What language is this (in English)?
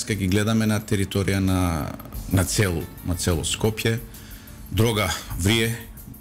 Macedonian